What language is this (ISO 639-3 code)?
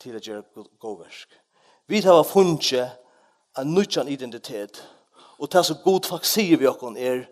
fao